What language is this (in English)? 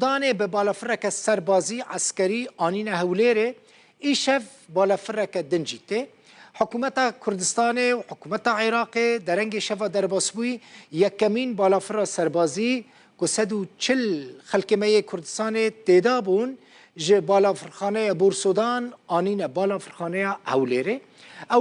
Kurdish